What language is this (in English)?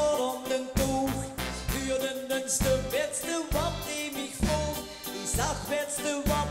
Limburgish